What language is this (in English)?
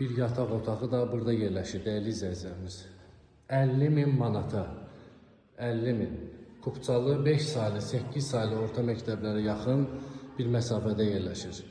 Azerbaijani